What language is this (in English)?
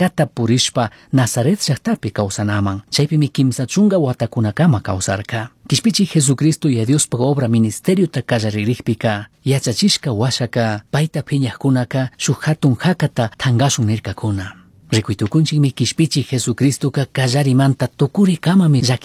Chimborazo Highland Quichua